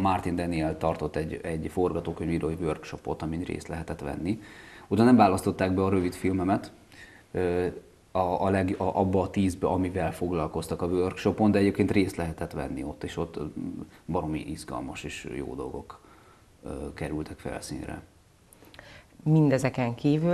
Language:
Hungarian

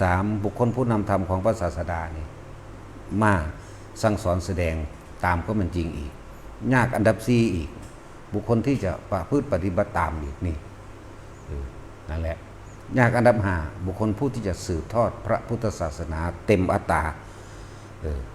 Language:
Northeastern Thai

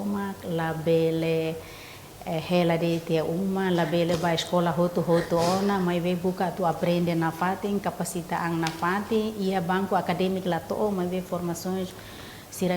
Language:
Tetum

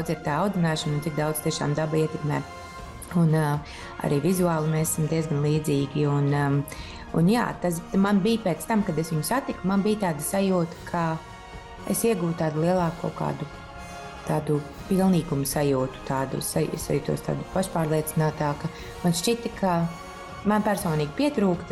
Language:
Latvian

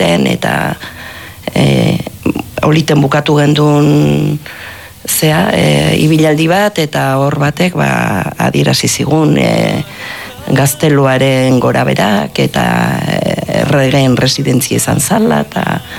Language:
Basque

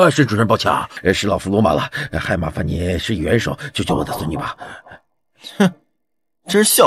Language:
Chinese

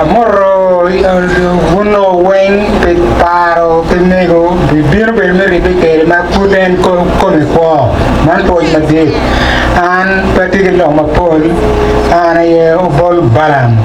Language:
Acoli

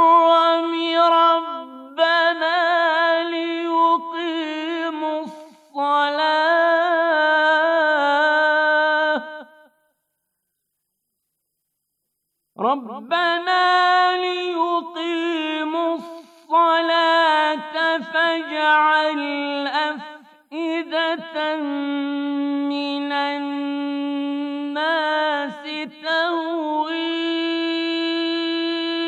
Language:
Bosnian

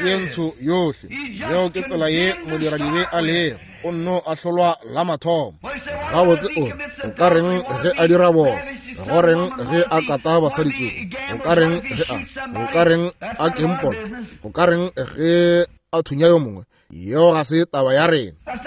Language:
Northern Sotho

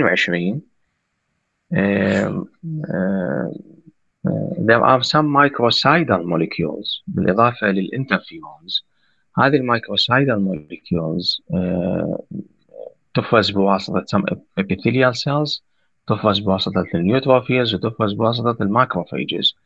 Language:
Arabic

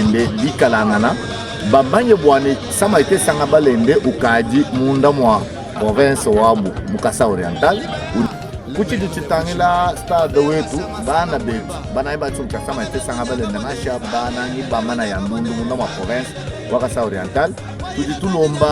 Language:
Luba-Lulua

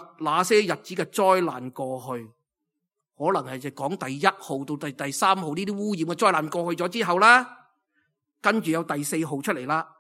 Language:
Cantonese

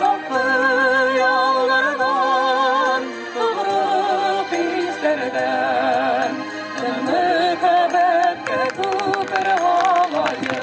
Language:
Bashkir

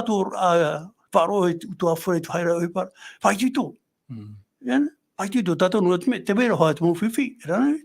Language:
Tahitian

